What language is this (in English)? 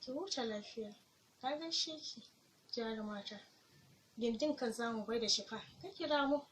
Hausa